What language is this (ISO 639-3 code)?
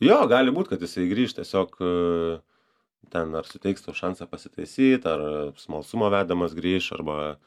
lit